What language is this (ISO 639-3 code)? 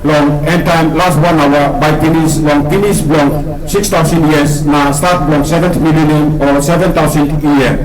tpi